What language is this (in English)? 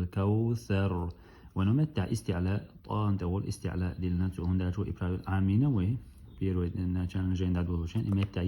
Chechen